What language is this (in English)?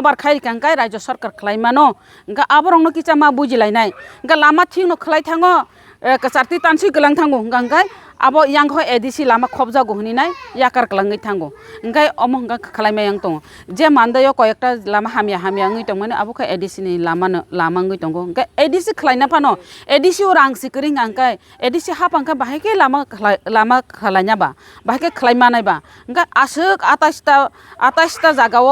Kok Borok